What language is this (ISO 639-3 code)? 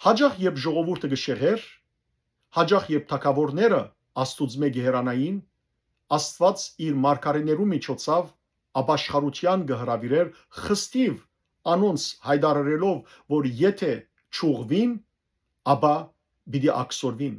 hyw